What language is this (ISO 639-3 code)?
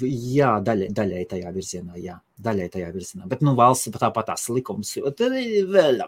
lav